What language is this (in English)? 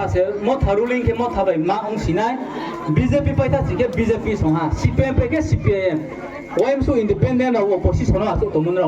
Riang (India)